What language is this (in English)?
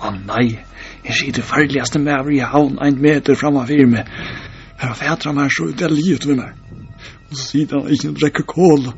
Faroese